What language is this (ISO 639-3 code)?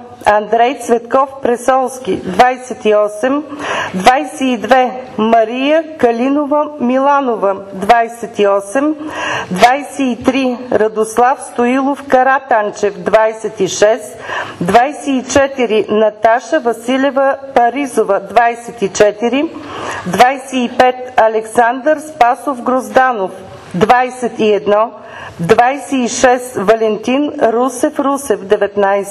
bul